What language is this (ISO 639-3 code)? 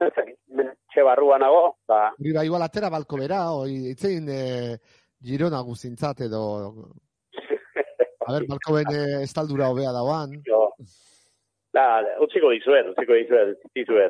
eus